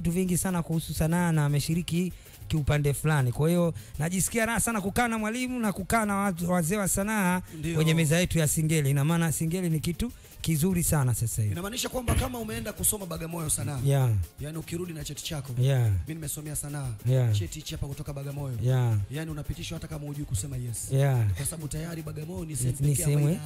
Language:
Swahili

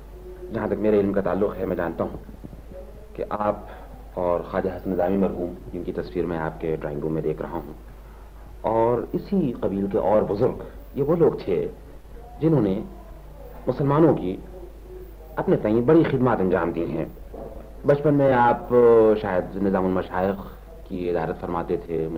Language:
Urdu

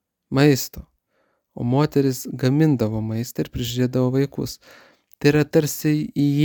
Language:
Lithuanian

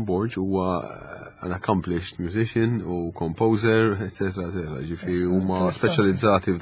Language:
Maltese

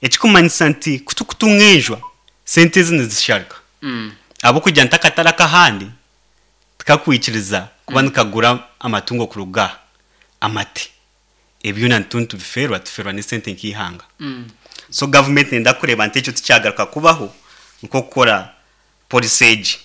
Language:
Nyankole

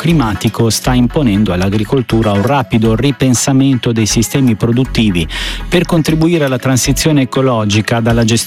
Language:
Italian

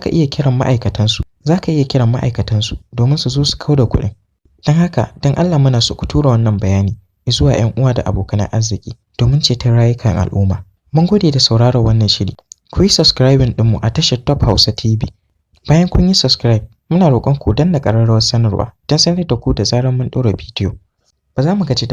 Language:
Hausa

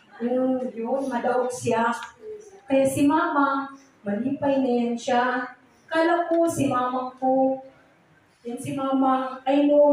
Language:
Filipino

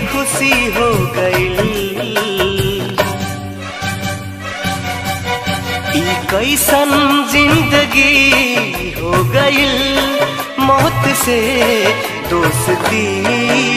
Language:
Bhojpuri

